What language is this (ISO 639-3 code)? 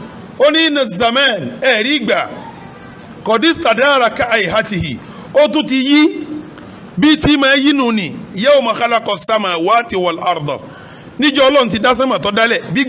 yor